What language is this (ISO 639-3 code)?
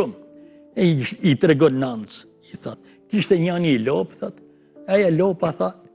sqi